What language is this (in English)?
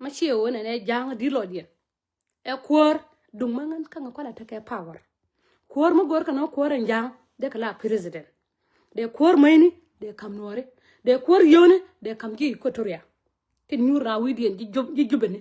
Nuer